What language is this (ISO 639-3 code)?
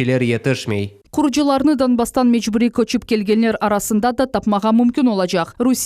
crh